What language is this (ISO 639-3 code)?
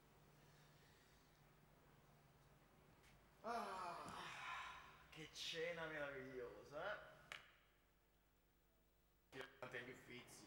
ita